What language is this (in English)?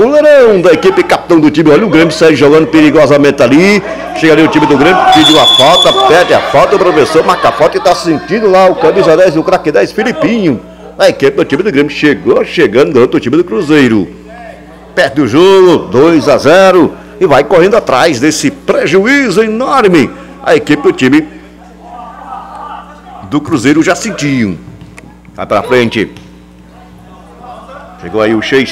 Portuguese